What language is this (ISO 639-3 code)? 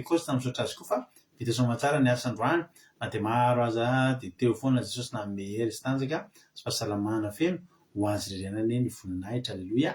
mlg